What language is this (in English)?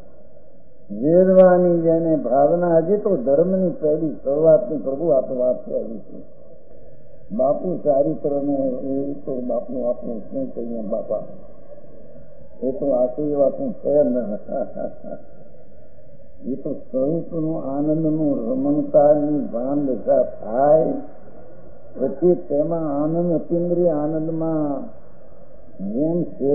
Gujarati